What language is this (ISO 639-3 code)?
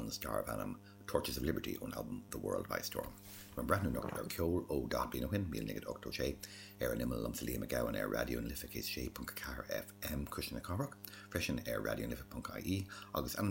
gle